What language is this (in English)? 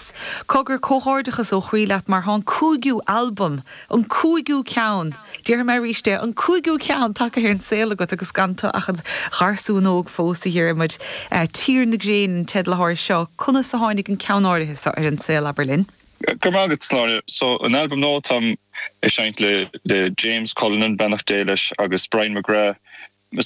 Irish